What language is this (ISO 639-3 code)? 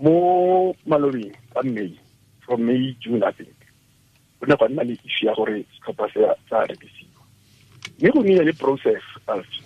tsn